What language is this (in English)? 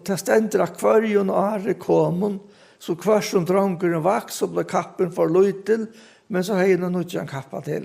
Faroese